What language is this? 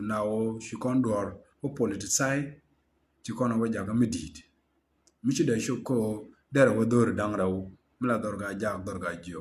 Nuer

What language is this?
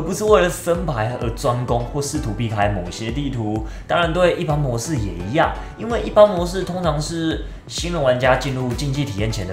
Chinese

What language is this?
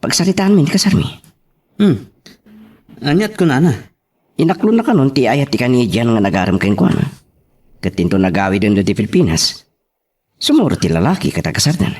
Iloko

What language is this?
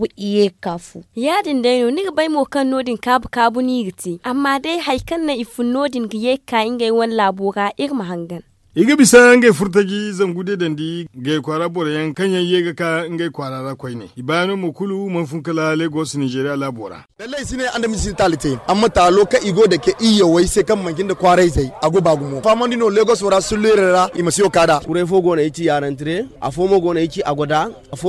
Zarma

